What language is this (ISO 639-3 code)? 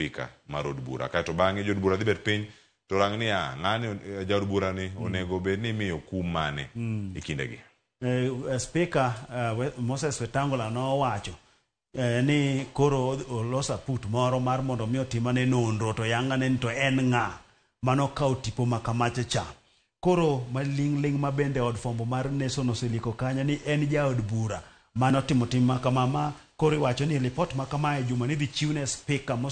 luo